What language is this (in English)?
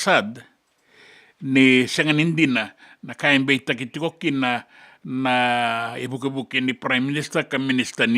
Fijian